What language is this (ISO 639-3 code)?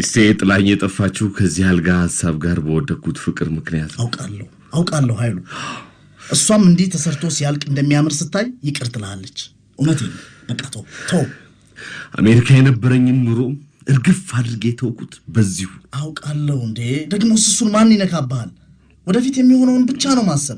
amh